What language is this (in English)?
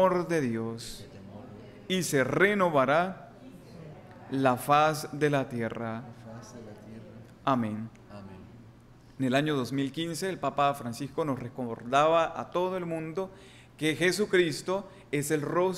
Spanish